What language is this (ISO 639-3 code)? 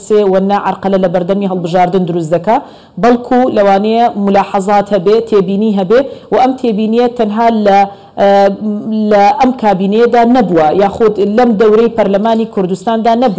ckb